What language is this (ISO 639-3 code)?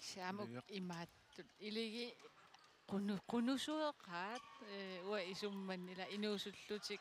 kal